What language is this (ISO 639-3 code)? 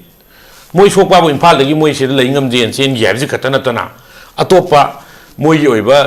mni